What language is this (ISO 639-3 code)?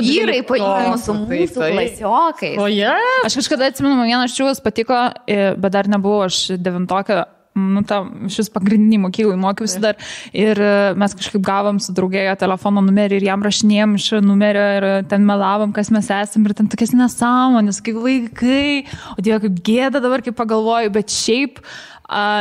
lit